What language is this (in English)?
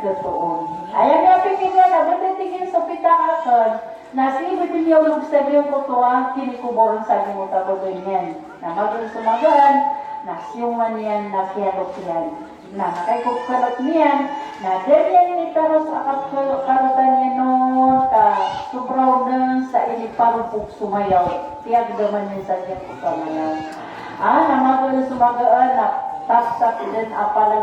Maranao